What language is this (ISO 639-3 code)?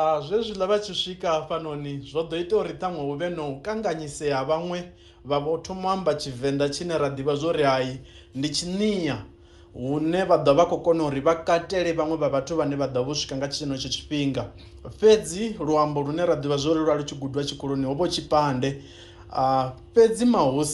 ven